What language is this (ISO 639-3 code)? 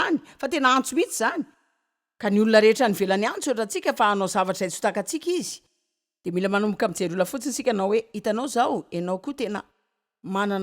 mlg